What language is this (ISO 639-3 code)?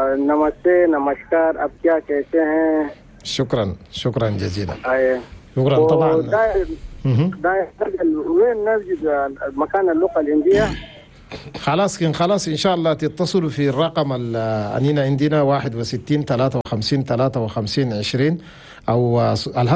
shu